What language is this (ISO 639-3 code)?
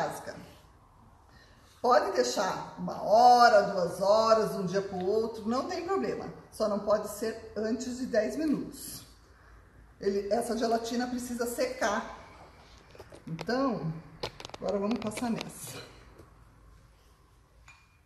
por